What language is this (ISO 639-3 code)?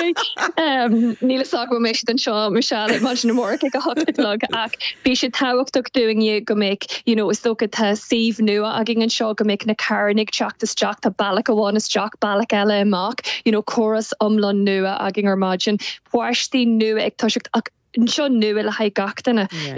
gle